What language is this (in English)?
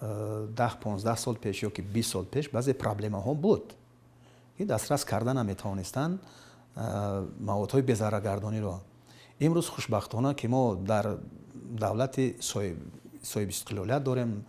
Tajik